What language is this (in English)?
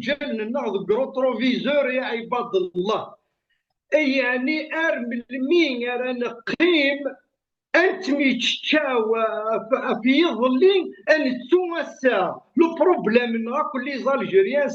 Kabyle